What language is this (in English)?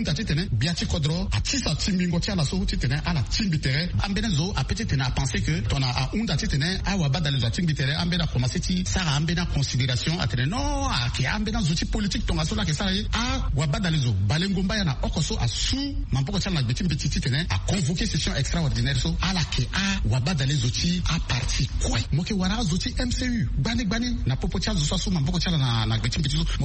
Sango